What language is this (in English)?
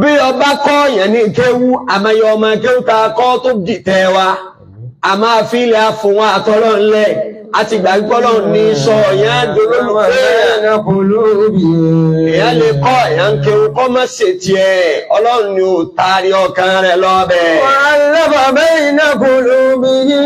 Yoruba